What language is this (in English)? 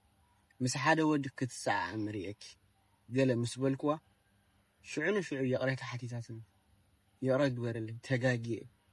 Tigrinya